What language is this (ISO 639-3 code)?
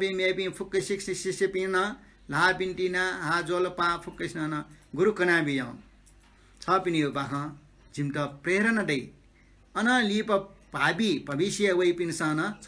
new